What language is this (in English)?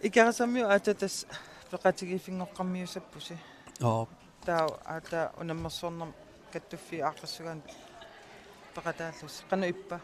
Kalaallisut